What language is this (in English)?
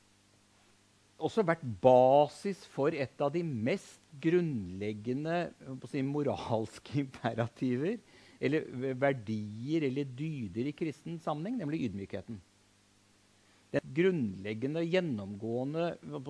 Norwegian